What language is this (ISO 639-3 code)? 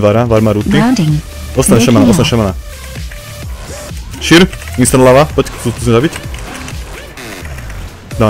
slk